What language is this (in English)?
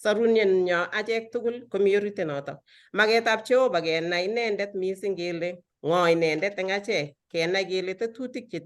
Kalenjin